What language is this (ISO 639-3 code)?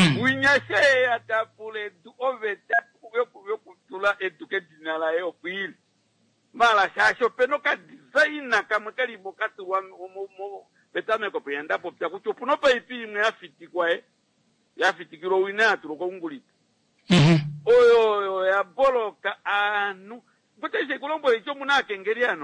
kua